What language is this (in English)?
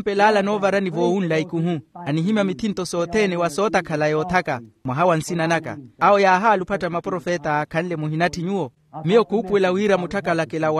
Makhuwa